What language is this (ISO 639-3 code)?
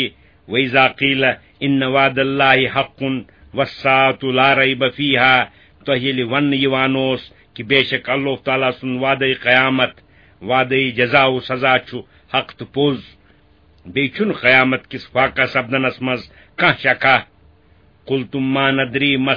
kas